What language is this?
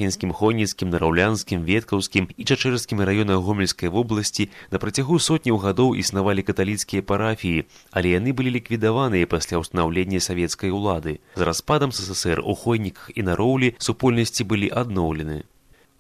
Belarusian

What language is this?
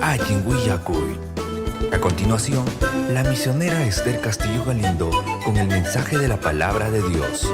Ayacucho Quechua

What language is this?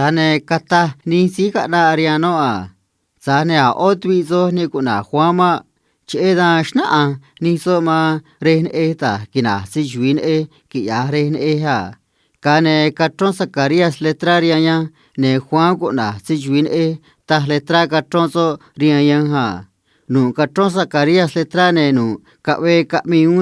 Copala Triqui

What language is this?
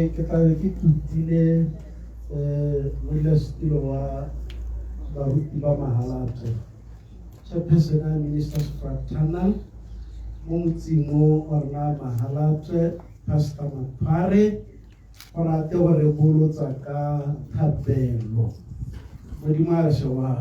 Tswana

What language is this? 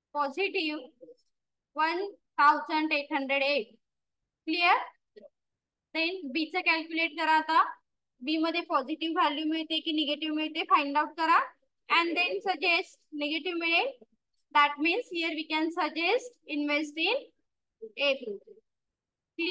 Marathi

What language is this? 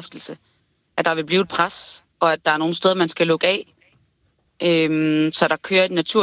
Danish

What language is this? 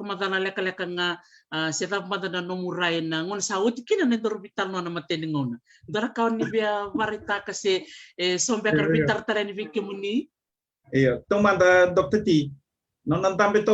Fijian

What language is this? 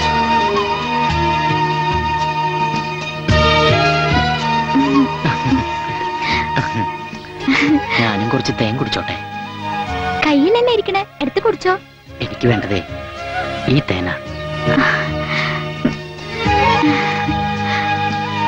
Malayalam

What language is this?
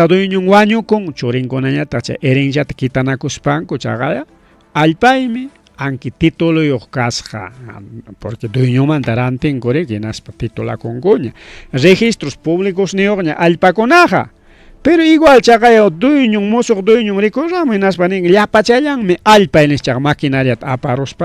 Ayacucho Quechua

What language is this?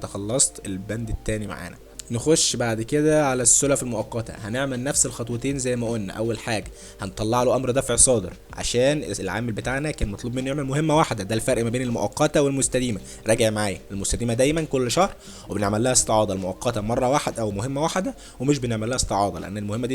Egyptian Arabic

